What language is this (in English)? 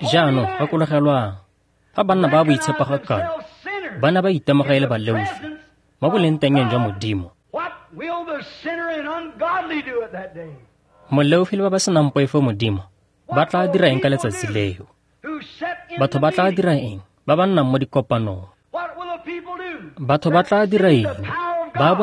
Tswana